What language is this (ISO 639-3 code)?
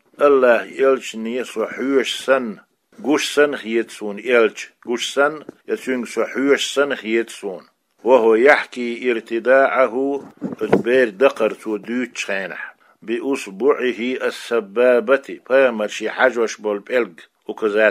che